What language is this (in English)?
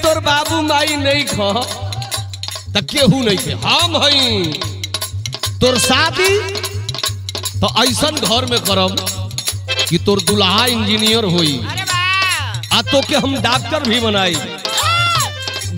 Bhojpuri